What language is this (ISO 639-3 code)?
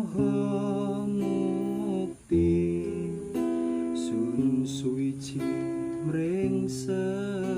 jav